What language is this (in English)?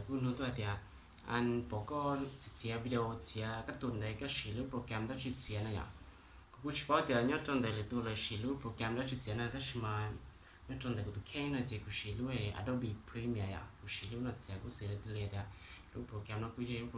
Hmong